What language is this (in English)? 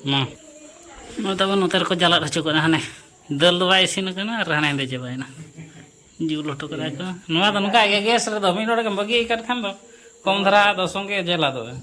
Santali